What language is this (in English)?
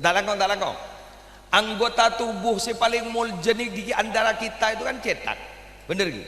Madurese